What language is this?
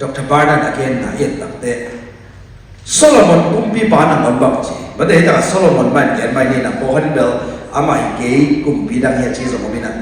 Tedim Chin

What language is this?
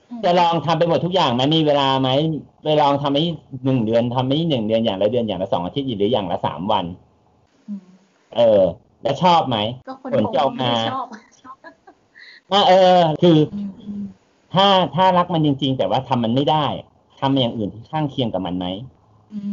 Thai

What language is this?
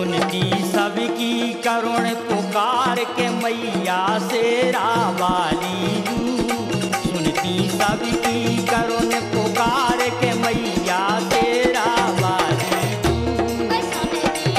Bundeli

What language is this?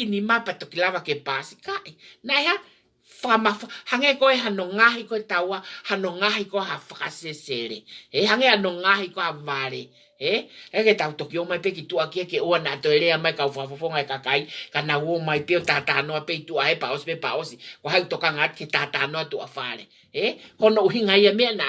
Tongan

